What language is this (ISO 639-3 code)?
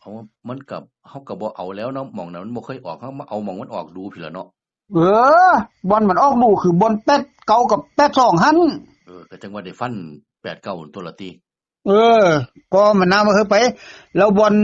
tts